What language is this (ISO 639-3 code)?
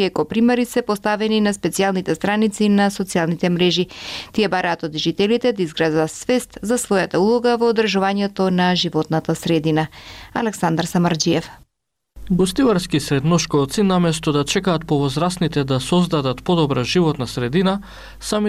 mkd